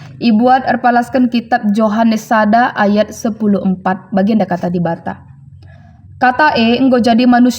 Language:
Batak Karo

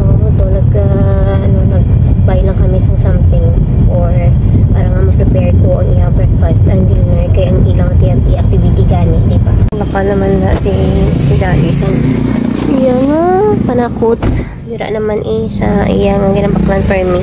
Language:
Hiligaynon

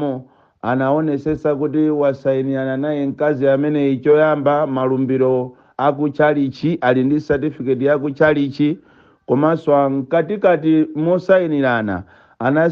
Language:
Nyanja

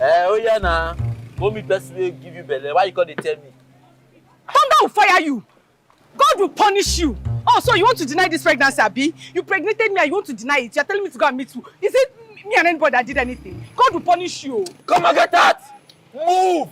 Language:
Nigerian Pidgin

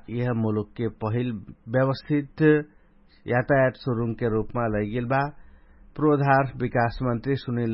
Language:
Dangaura Tharu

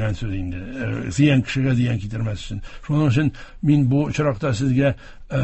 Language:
Tatar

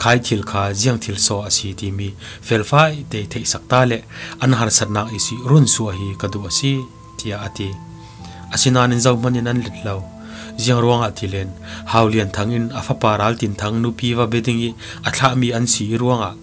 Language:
Falam Chin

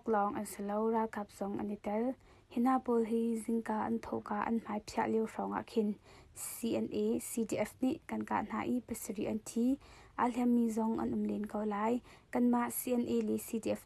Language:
Hakha Chin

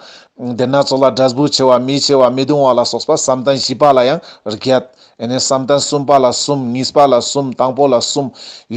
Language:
Ladakhi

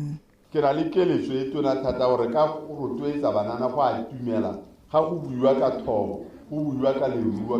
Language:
Tswana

